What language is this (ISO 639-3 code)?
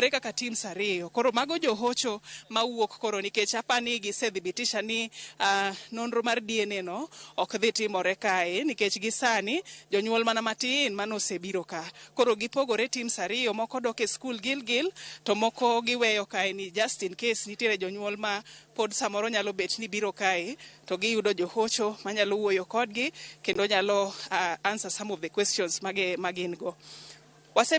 luo